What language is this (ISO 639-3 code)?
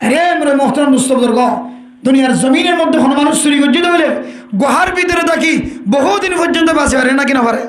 rhg